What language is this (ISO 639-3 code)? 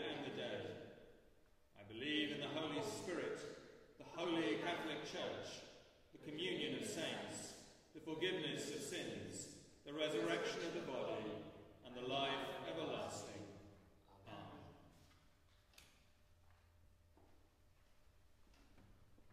eng